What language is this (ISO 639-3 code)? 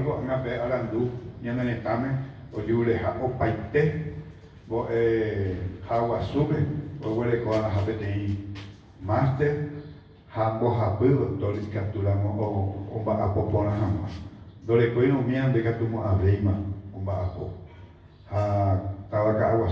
grn